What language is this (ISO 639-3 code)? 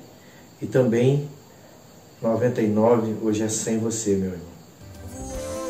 por